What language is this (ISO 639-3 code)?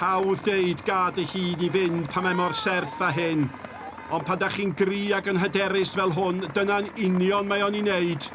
cym